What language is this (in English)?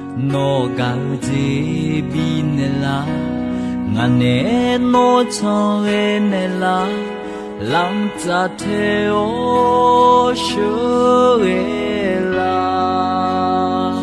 Akha